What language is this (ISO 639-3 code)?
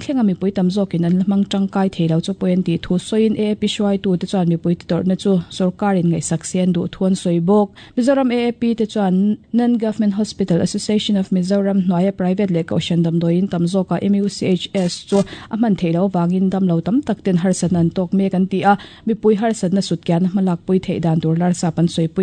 lus